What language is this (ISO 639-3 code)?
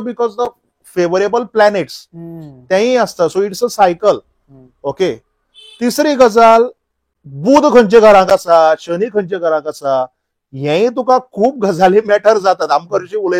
kok